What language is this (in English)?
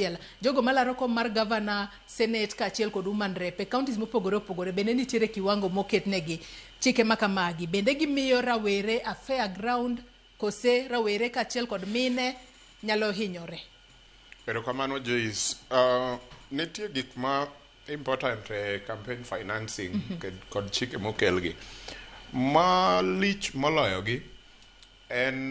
Luo (Kenya and Tanzania)